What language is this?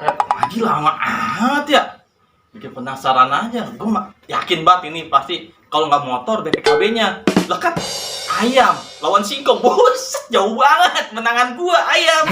Betawi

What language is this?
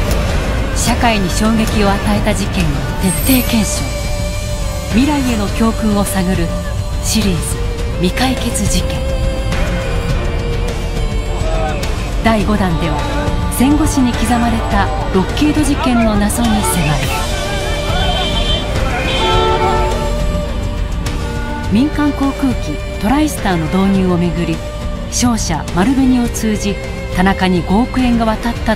Japanese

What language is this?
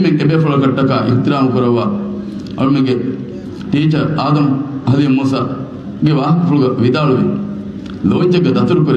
Divehi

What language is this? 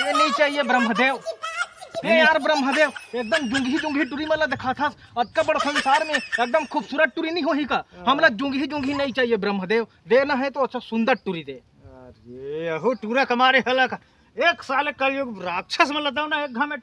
Chhattisgarhi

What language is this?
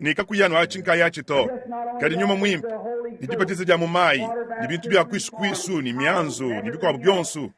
Luba-Lulua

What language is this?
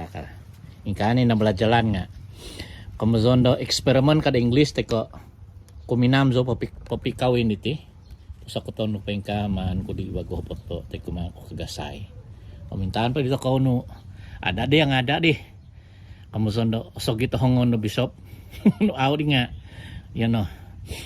Central Dusun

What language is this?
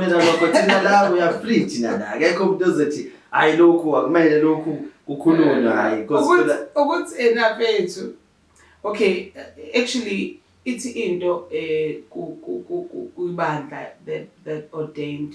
Zulu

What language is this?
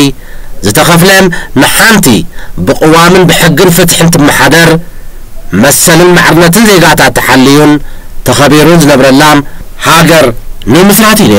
Tigrinya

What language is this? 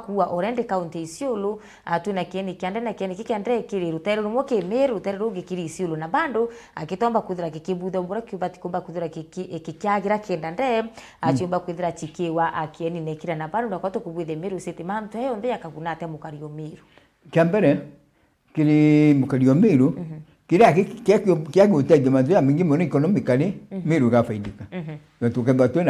Meru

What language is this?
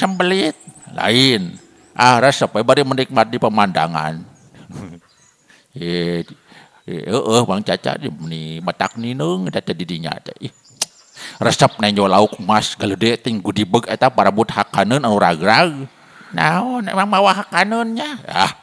Sundanese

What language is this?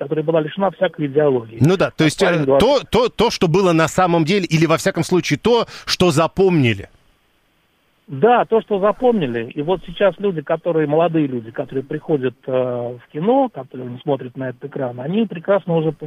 Russian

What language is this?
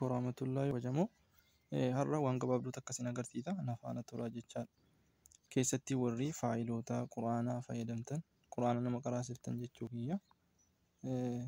Oromo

